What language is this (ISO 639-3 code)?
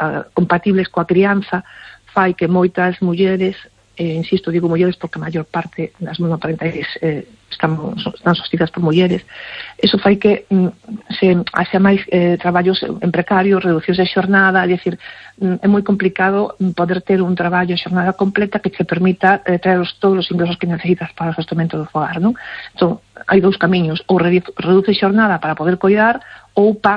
glg